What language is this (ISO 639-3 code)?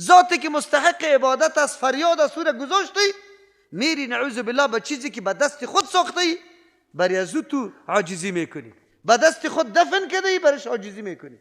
fas